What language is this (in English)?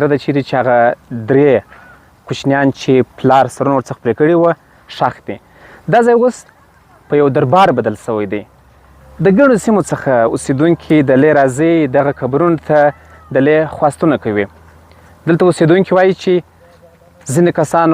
Pashto